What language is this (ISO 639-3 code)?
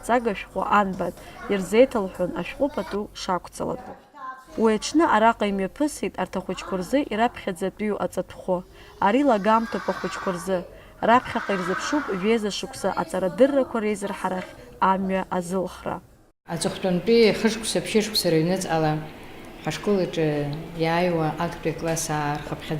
abk